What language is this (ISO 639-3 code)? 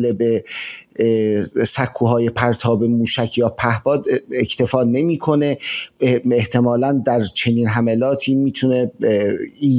fas